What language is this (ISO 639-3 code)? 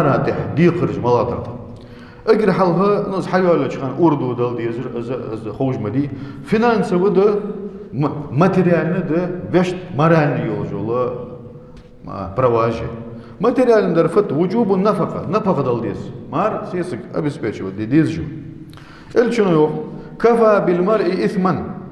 inh